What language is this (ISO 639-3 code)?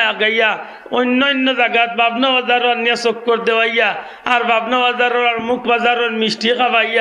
syl